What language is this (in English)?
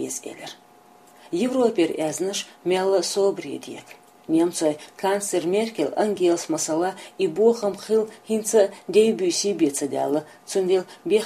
Chechen